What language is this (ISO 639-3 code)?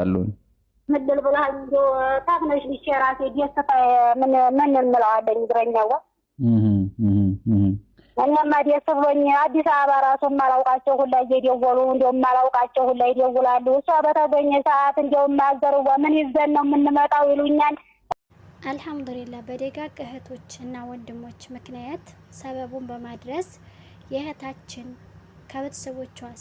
amh